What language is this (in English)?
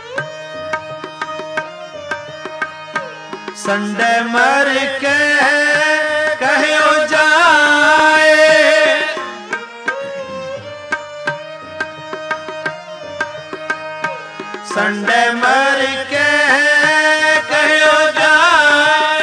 Punjabi